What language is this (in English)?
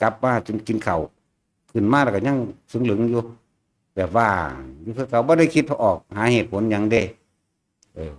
Northeastern Thai